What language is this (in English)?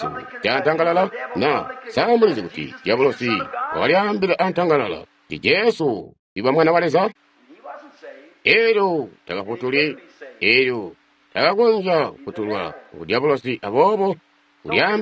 Tonga (Zambia)